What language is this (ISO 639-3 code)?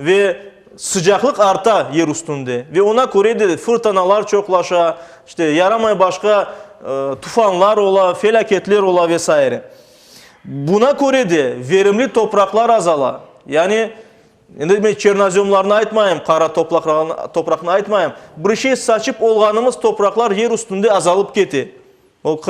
crh